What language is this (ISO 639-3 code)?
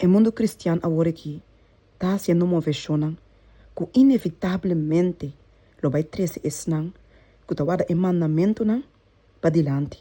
pap